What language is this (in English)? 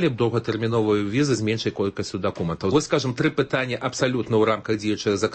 Belarusian